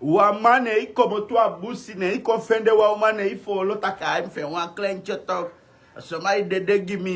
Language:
Sranan Tongo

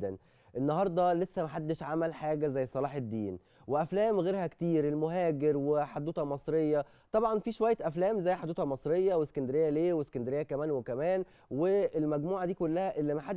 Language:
Egyptian Arabic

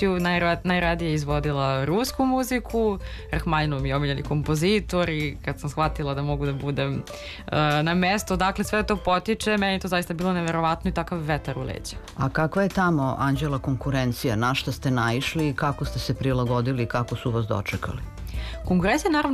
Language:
Serbian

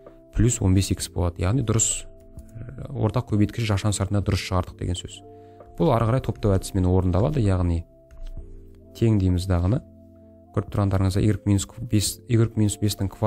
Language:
Kazakh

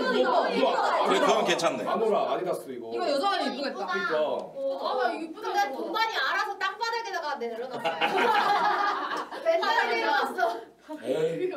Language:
Korean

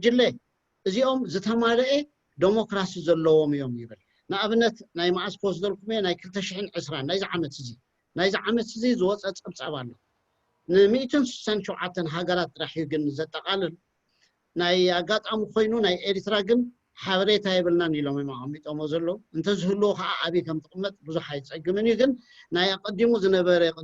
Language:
Tigrinya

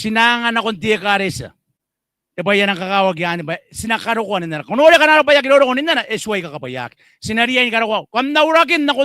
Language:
Gilbertese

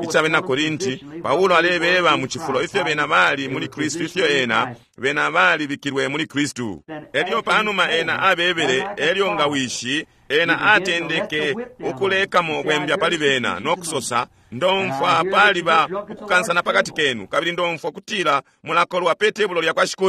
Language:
Bemba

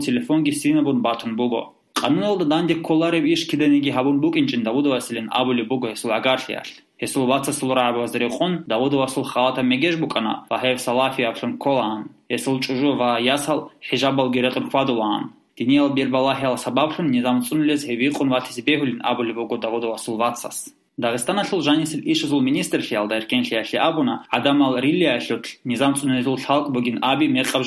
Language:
Avaric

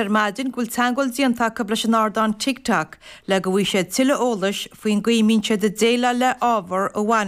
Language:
Irish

